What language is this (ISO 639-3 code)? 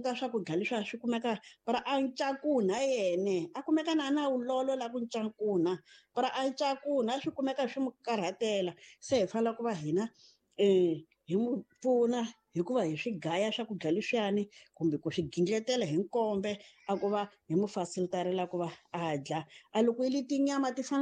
tso